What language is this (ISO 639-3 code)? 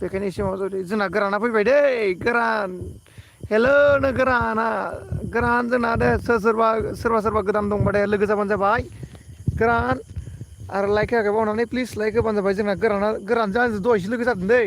brx